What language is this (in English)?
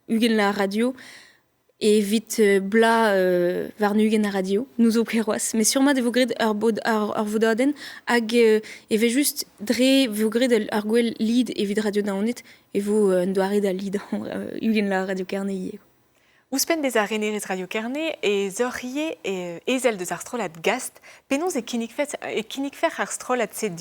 Breton